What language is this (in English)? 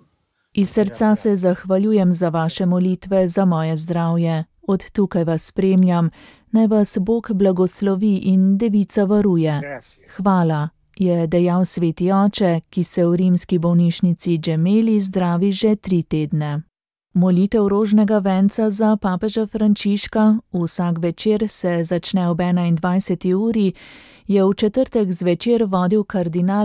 Slovenian